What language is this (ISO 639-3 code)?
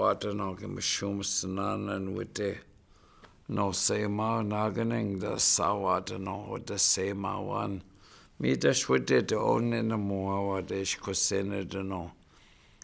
ciw